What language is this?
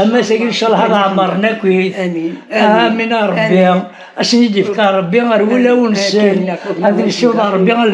Kabyle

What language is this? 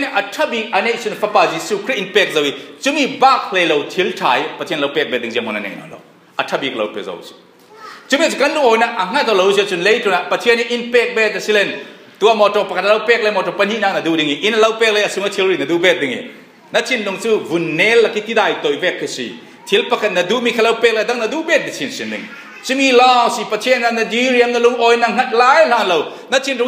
Falam Chin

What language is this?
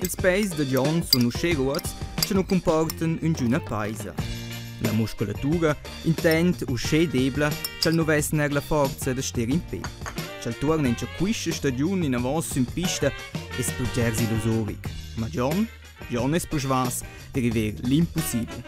Romansh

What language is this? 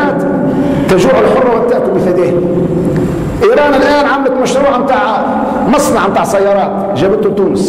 Tunisian Arabic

